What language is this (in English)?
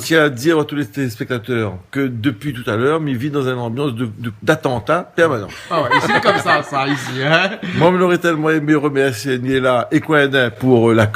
Réunion Creole French